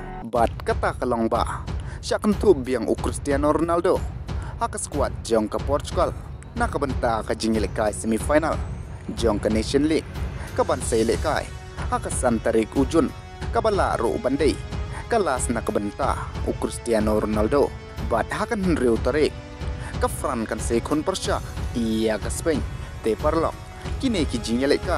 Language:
Khasi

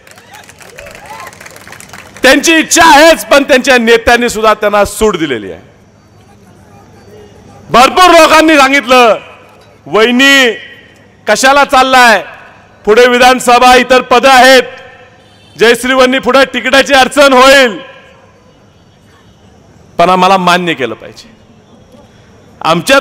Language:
Marathi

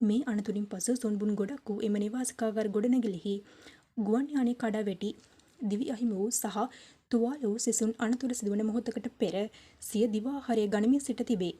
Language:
Sinhala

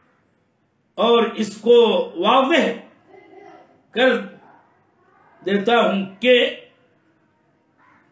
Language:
Urdu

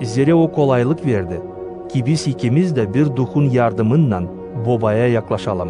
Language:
Gagauz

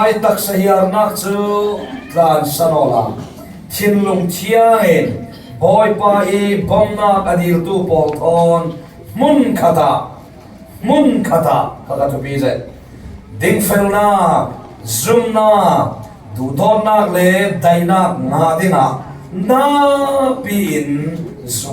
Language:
Falam Chin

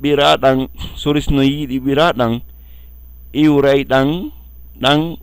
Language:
Fula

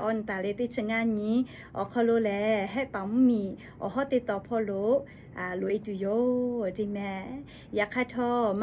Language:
Lahu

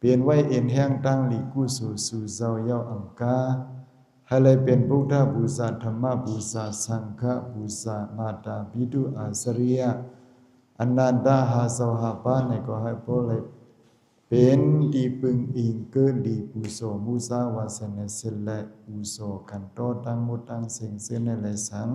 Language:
Shan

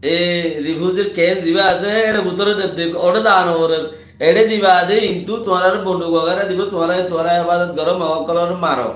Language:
Rohingya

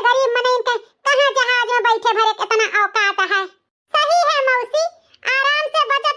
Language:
Awadhi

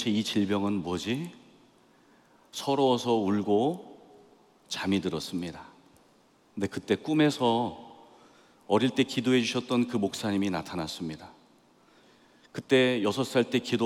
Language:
Korean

